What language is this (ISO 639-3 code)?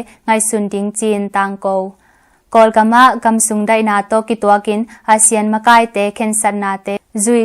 ctd